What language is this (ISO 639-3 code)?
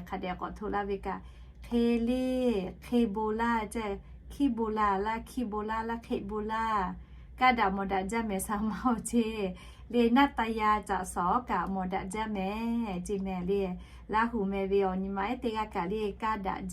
lhu